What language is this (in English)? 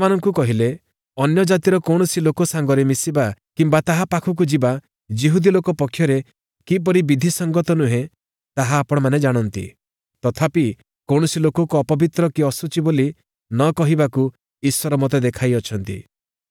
Odia